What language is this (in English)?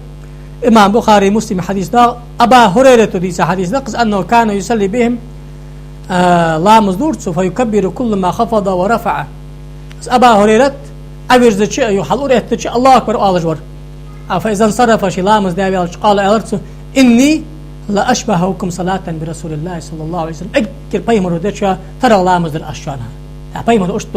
Ingush